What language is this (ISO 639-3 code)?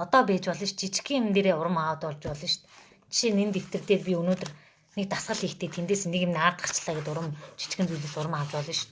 mon